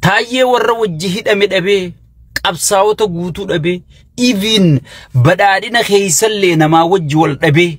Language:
Oromo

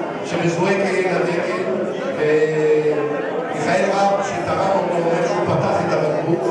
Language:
Hebrew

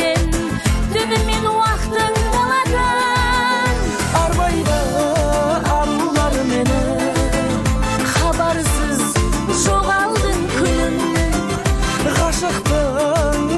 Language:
Kazakh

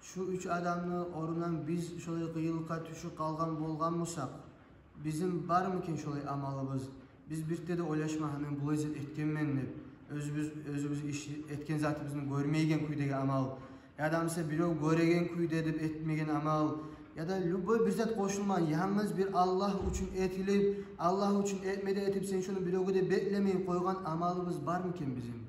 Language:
Kumyk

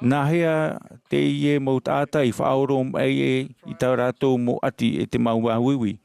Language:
Tahitian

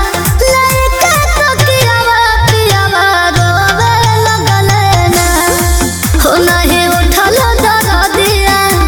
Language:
Bhojpuri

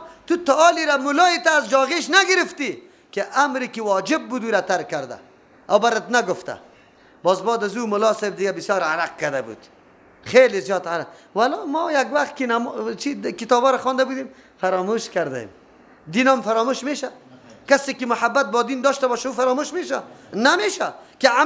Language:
Persian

